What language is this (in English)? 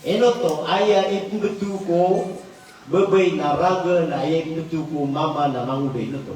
Maranao